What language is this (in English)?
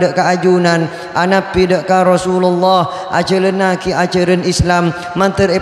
Madurese